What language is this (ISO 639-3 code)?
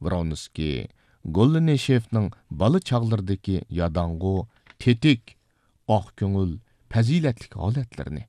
uig